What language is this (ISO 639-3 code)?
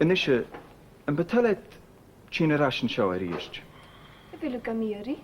gla